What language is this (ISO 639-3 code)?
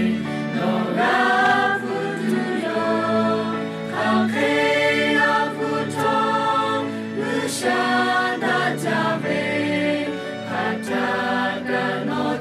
lhu